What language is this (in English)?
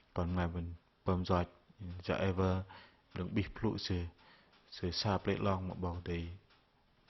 Bahnar